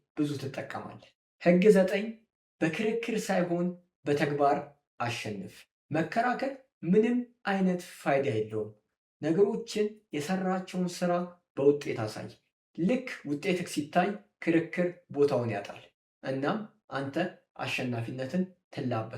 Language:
Amharic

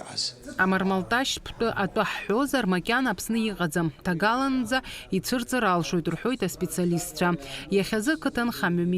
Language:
Abkhazian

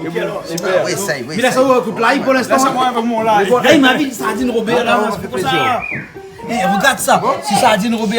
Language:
Réunion Creole French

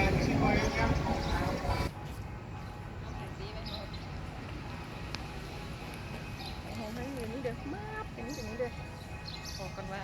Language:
Lao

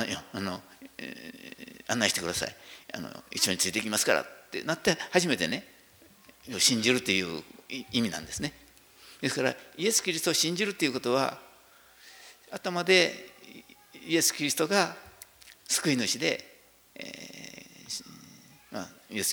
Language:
Japanese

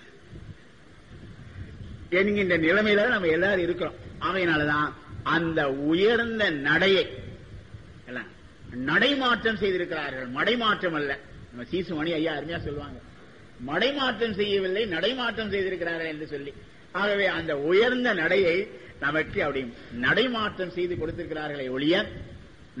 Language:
Tamil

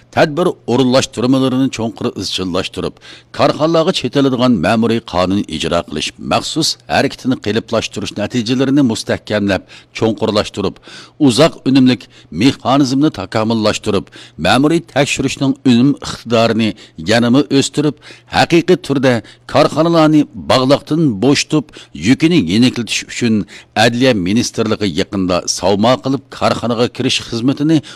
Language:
Uyghur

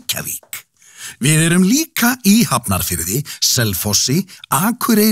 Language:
Icelandic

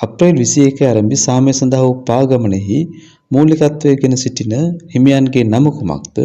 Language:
Sinhala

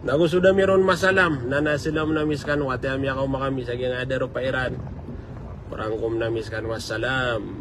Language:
Maranao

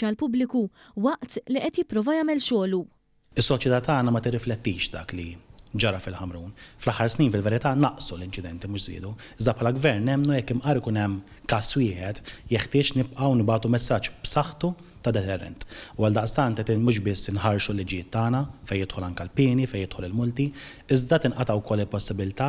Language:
Maltese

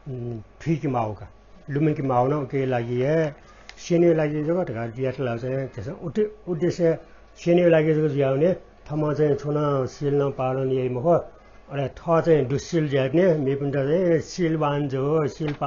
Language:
Newari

